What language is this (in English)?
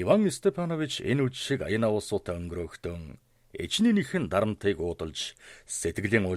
Mongolian